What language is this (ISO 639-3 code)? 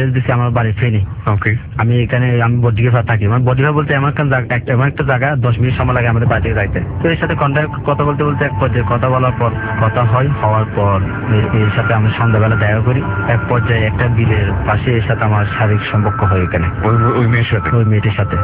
ben